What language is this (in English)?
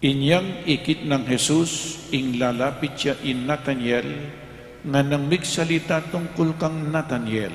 Pampanga